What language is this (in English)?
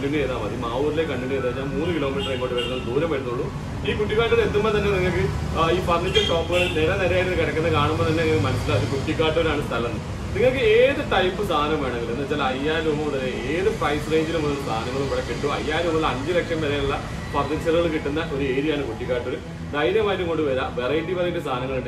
Malayalam